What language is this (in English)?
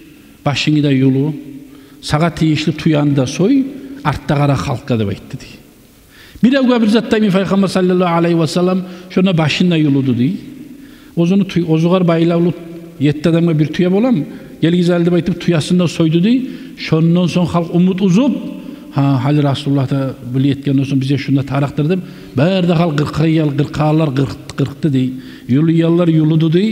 Kumyk